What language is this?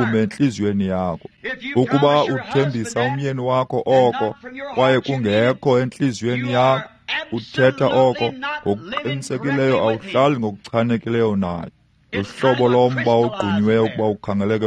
Xhosa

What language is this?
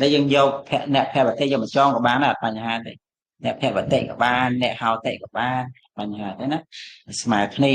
Khmer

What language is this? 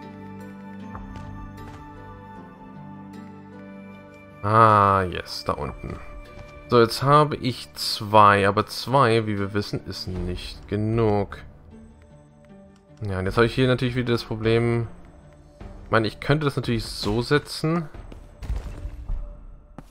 German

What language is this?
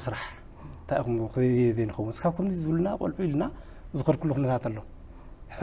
Tigrinya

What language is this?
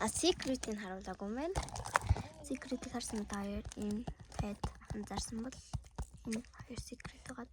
Mongolian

